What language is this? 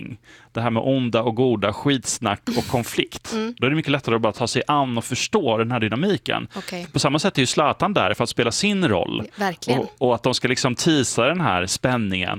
Swedish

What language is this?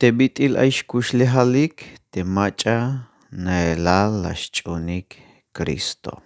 Tzeltal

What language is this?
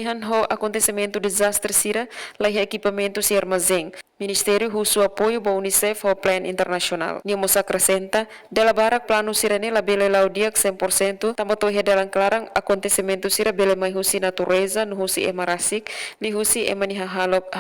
Tetum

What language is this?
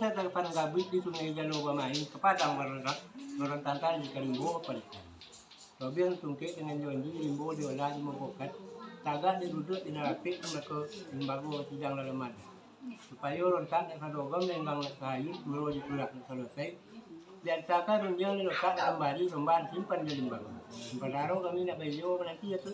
Minangkabau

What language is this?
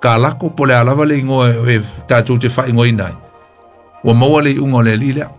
Samoan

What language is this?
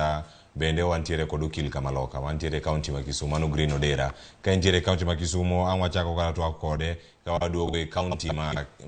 Luo (Kenya and Tanzania)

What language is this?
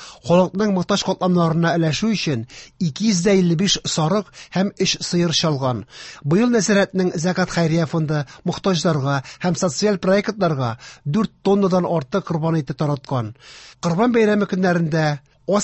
Tatar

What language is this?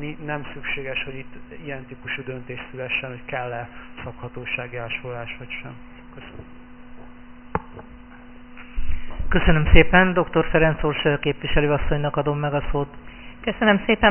Hungarian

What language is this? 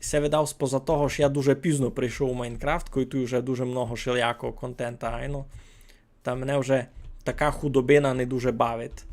Rusyn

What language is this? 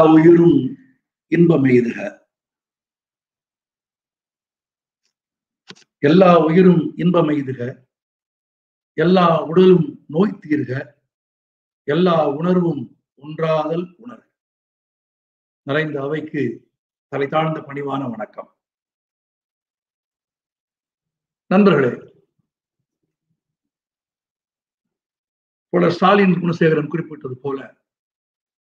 Tamil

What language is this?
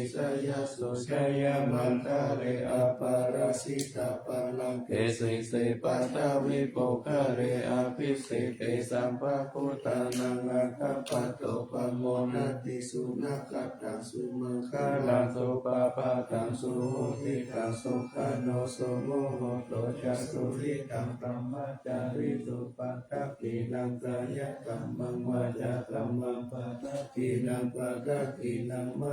Pali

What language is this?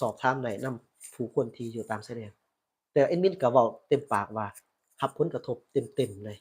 Lao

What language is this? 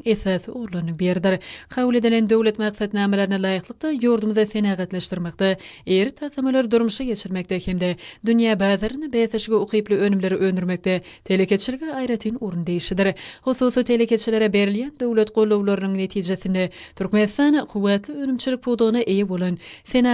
Turkmen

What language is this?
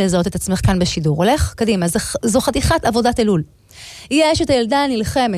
Hebrew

